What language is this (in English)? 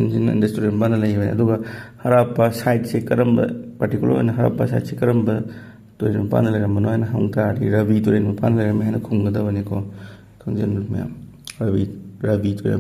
Manipuri